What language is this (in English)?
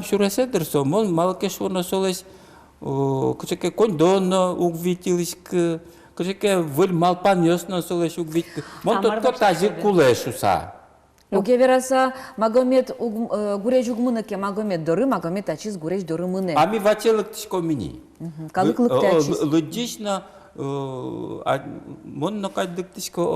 Udmurt